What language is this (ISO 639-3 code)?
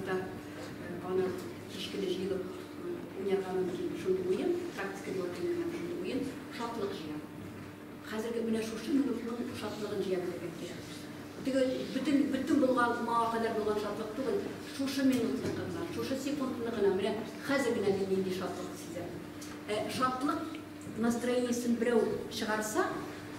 tat